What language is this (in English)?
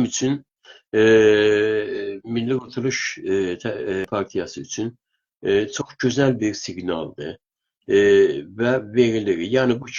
South Azerbaijani